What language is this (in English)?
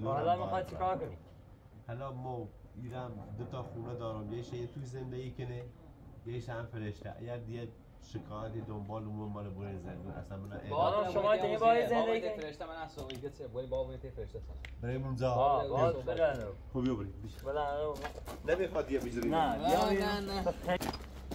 Persian